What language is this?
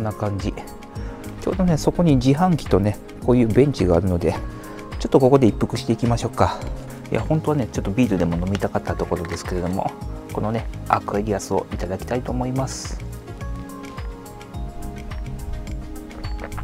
Japanese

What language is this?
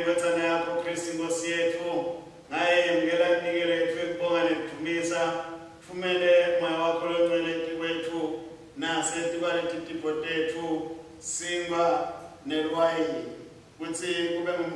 Swati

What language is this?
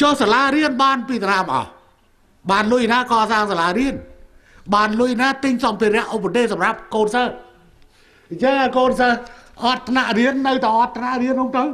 Khmer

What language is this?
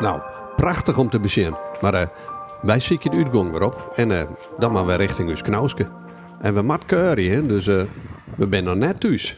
Western Frisian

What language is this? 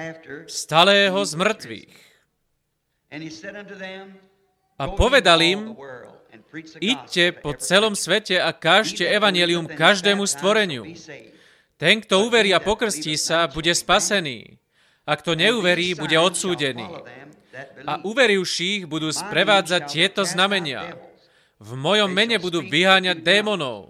Slovak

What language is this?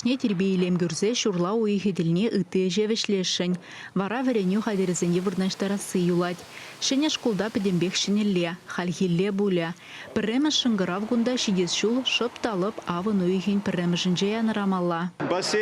Chuvash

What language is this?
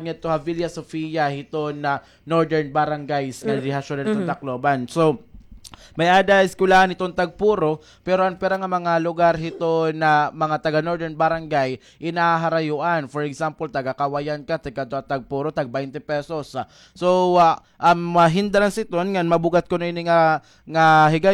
Waray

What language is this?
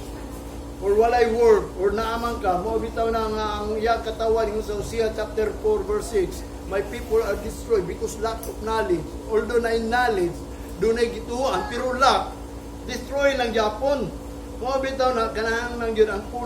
Cebuano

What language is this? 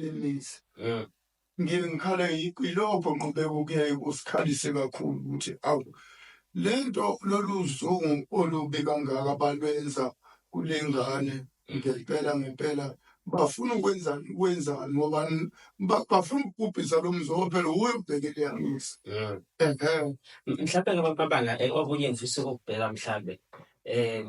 Zulu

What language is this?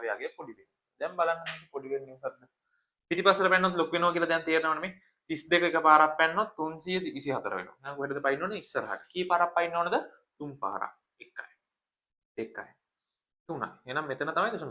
Sinhala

